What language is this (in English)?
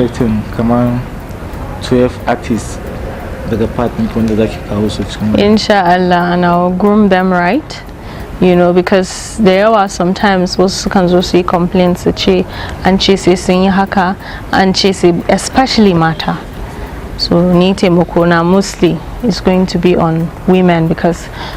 Hausa